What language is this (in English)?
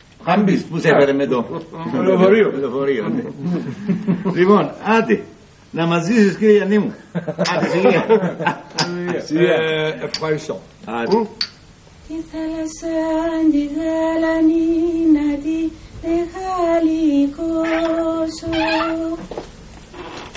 Greek